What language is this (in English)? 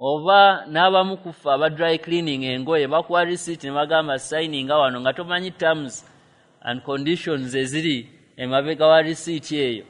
Ganda